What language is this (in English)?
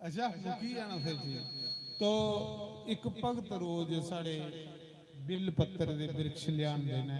Dogri